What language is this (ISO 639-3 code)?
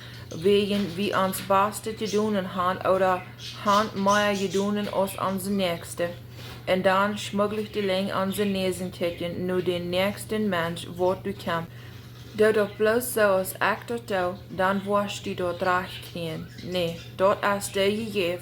pdt